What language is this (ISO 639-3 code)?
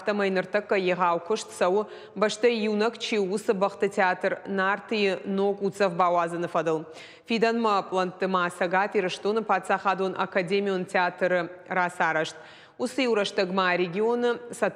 oss